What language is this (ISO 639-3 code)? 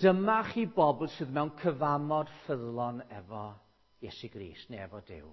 cym